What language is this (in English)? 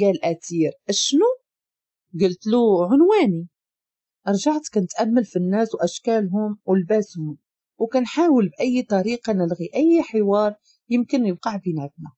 Moroccan Arabic